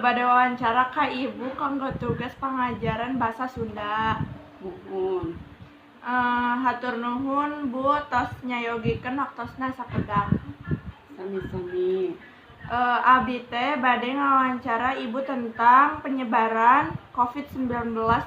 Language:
Sundanese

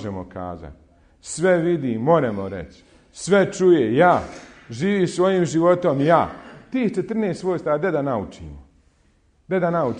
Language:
Bosnian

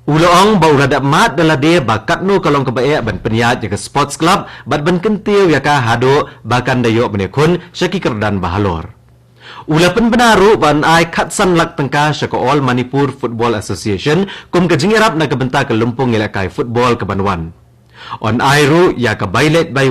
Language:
Khasi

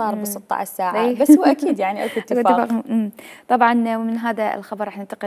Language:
Mesopotamian Arabic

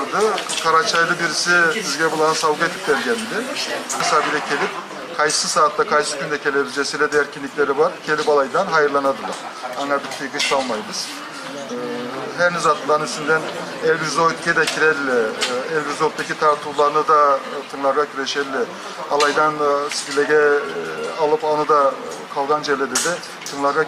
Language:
Karachay-Balkar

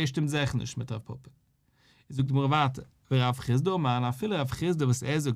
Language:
Yiddish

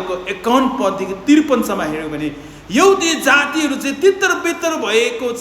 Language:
Nepali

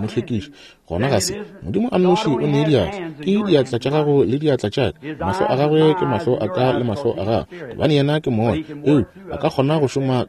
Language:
Northern Sotho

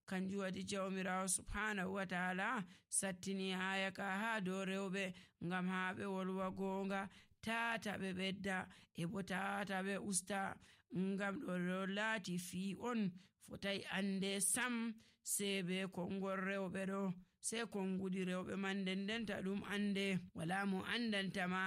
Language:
Nigerian Fulfulde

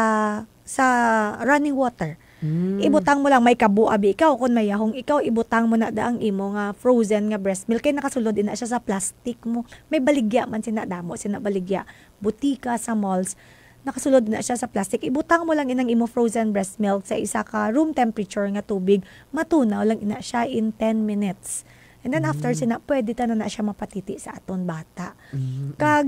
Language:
Hiligaynon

